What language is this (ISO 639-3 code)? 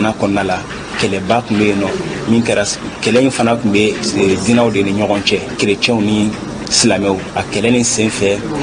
bam